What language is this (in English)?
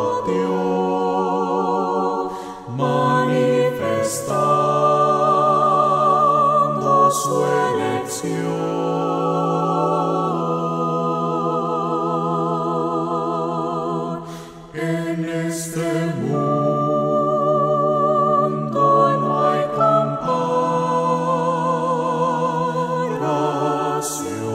Spanish